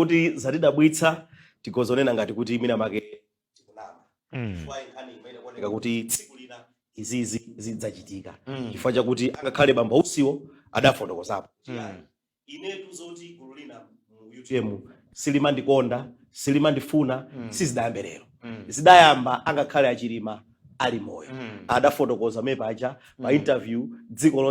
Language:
Nyanja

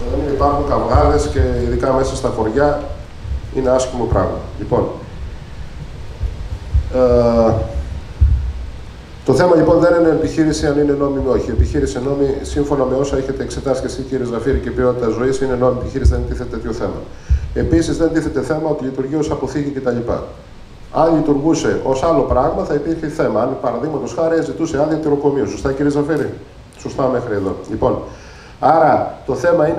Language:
Greek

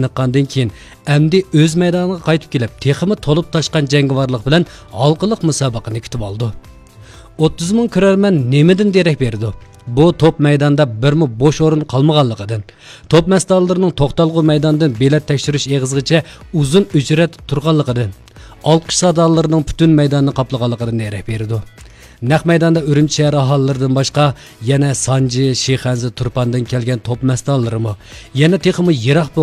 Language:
Uyghur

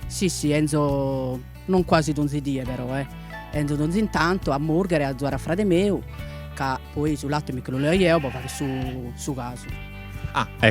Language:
Sardinian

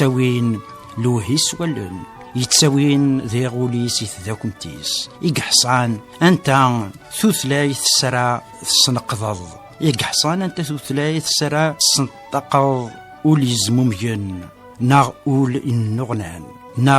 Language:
Kabyle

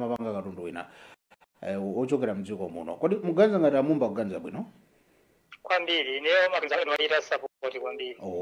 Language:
Nyanja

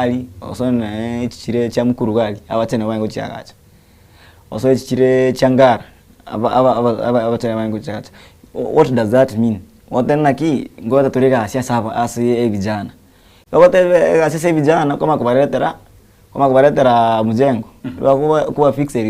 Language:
Gusii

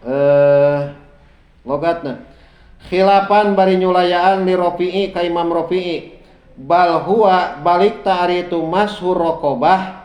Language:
Sundanese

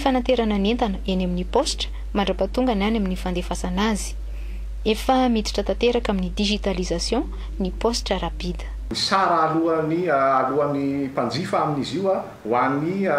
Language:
Malagasy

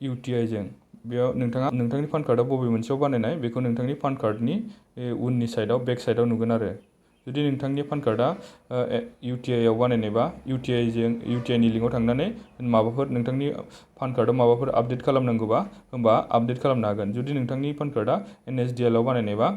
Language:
Bodo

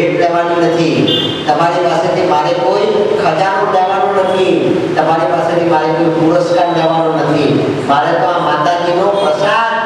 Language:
Gujarati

